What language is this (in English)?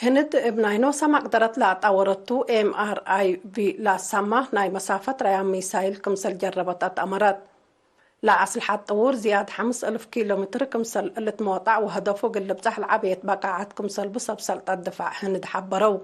Tigre